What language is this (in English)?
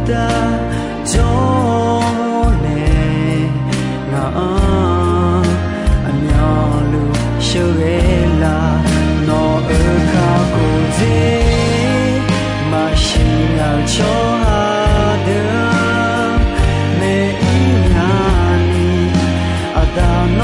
Akha